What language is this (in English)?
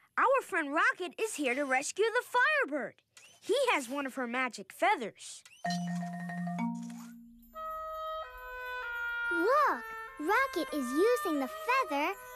English